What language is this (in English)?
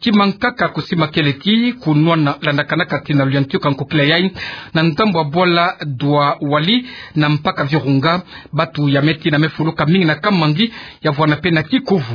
Kituba (Democratic Republic of Congo)